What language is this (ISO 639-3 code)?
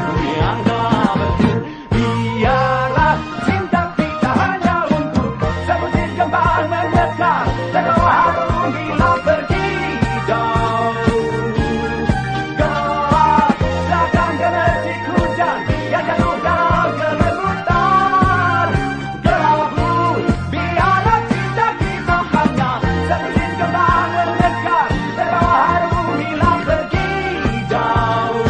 ind